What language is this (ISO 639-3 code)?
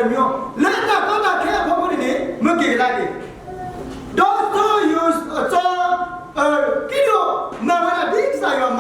ksw